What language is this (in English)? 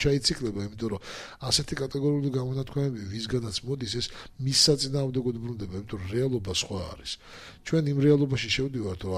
Georgian